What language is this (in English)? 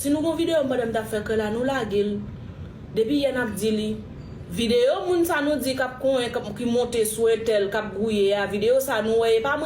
Haitian Creole